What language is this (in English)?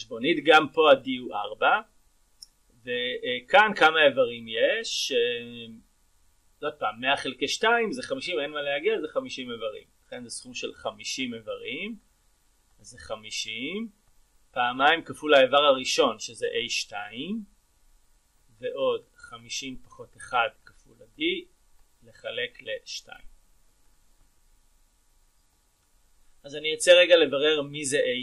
Hebrew